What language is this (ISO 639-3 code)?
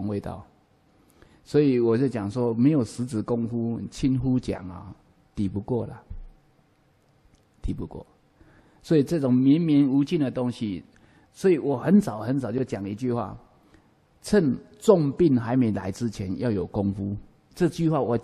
zho